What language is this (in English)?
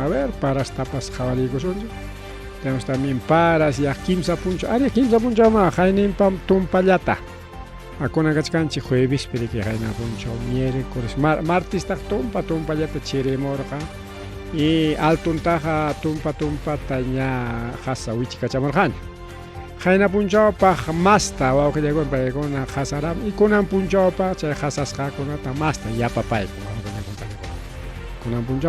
Ayacucho Quechua